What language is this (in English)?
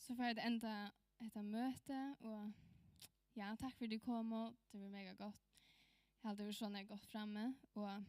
Faroese